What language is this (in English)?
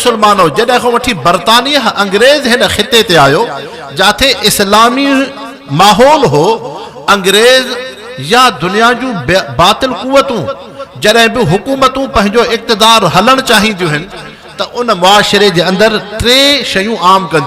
Sindhi